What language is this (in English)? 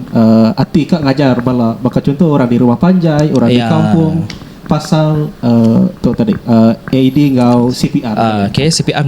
Iban